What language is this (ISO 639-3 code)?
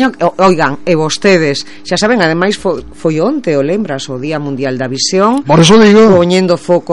glg